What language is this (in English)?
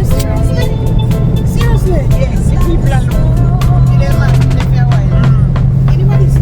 Jamaican Creole English